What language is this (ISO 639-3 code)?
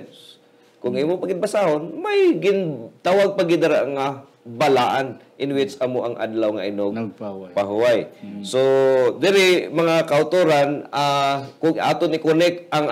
hil